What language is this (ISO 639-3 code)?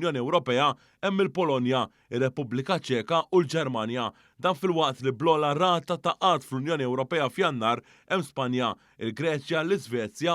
mlt